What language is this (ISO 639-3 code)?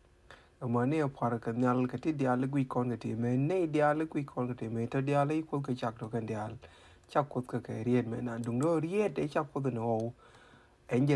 nus